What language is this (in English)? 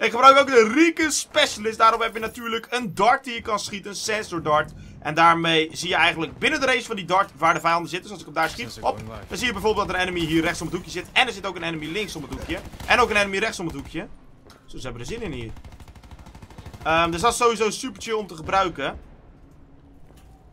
Dutch